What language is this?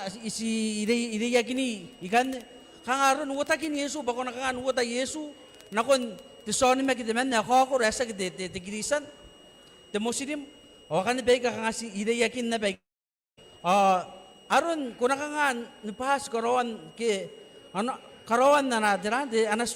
Gilbertese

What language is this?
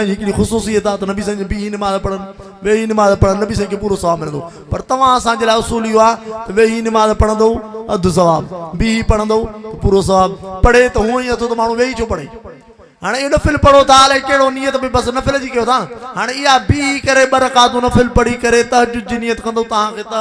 Sindhi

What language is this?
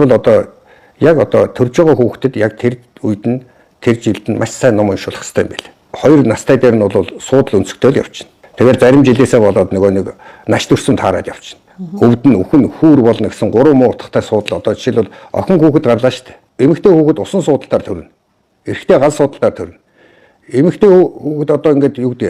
Mongolian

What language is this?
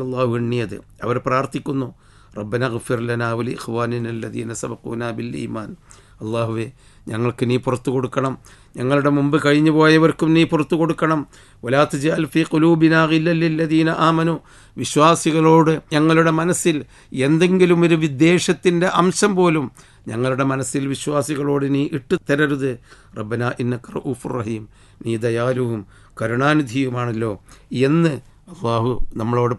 Malayalam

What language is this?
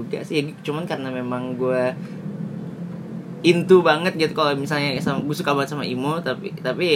Indonesian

